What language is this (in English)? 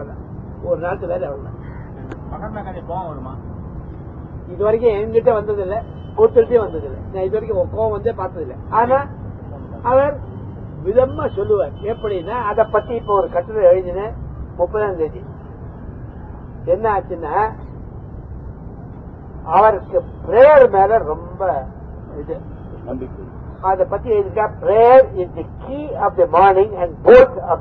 Tamil